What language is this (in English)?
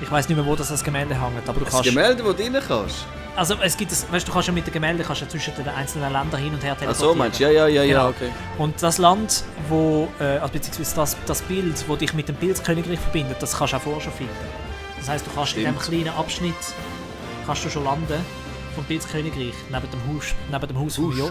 Swiss German